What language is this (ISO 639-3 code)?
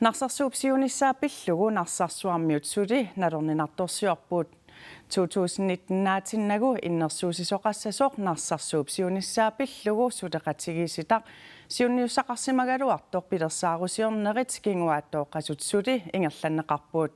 kal